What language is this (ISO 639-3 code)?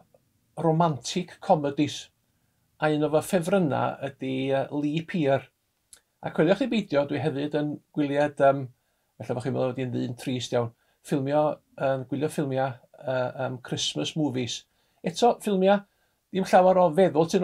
cym